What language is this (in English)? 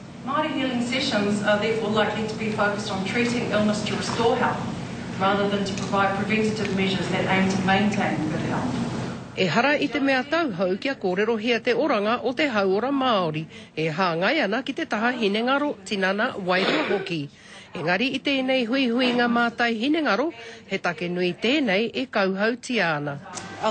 Māori